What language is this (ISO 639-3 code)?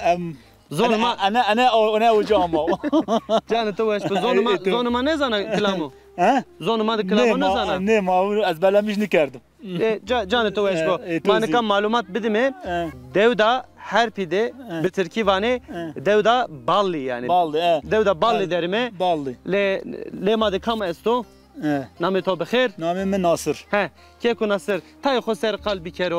zza